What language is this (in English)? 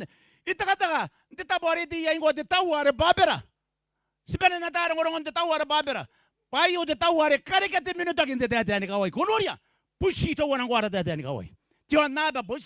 Gilbertese